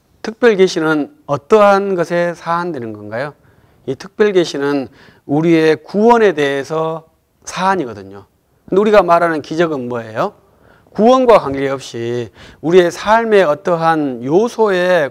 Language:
Korean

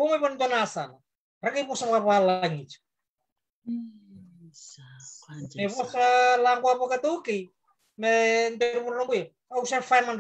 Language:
Fijian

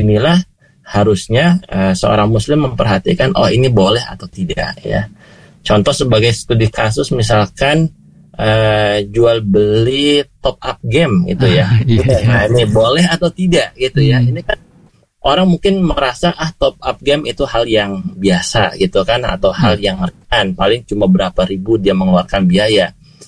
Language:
Indonesian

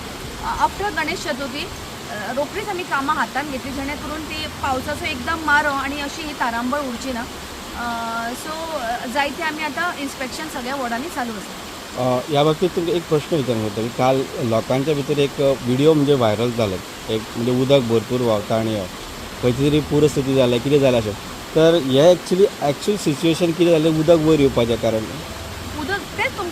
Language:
Konkani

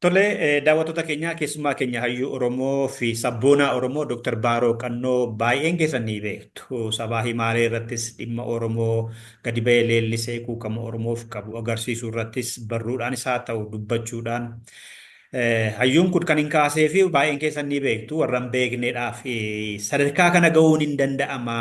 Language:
Oromo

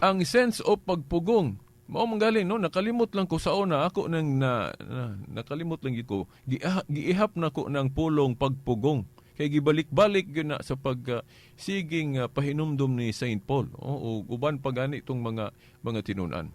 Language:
Cebuano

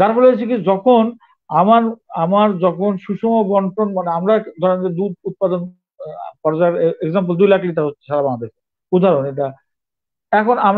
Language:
Bangla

